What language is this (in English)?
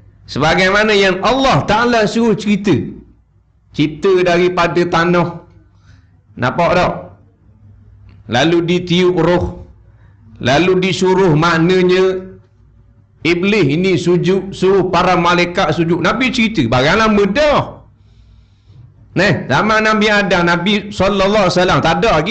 Malay